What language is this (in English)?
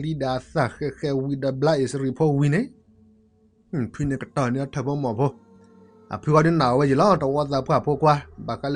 S'gaw Karen